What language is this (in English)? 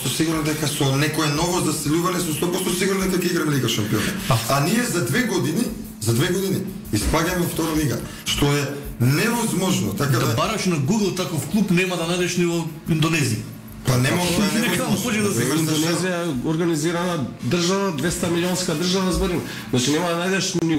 Macedonian